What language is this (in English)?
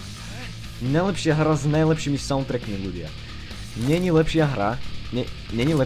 Slovak